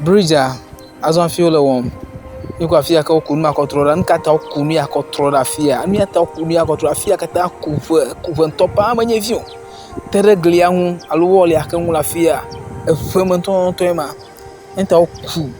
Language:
Ewe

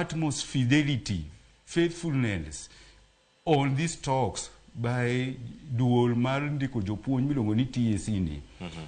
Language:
Luo (Kenya and Tanzania)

